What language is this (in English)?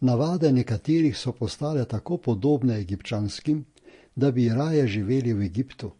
Slovenian